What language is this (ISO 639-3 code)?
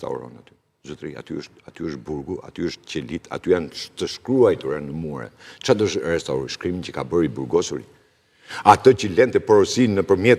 sqi